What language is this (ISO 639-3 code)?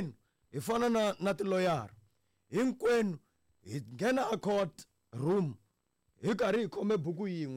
tso